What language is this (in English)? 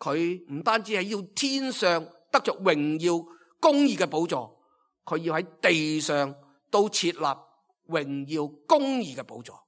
Cantonese